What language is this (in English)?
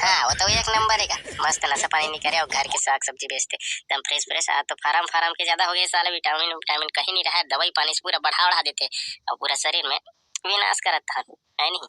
Chhattisgarhi